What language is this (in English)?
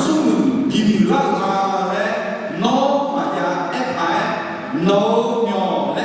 Akha